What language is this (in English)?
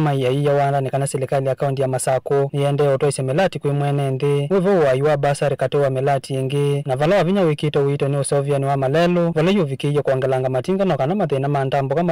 Kamba